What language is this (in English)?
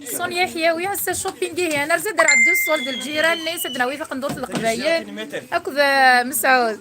Kabyle